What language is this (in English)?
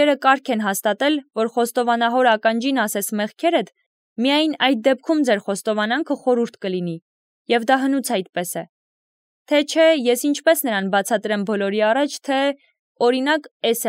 Armenian